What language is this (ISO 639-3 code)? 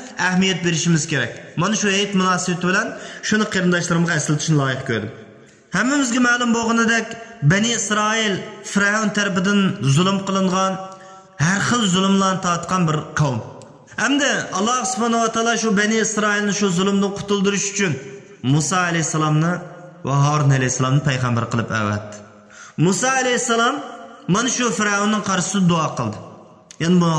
uig